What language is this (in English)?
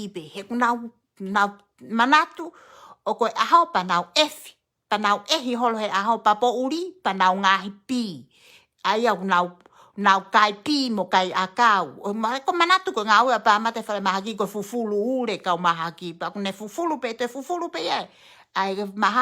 Tongan